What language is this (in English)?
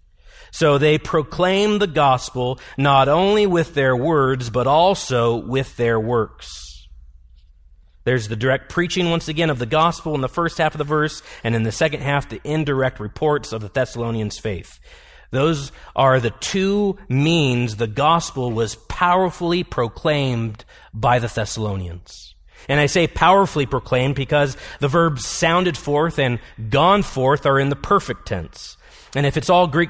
English